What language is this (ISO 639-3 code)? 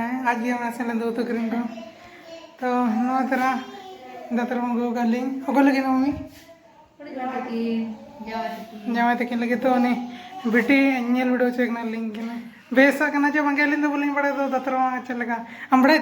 sat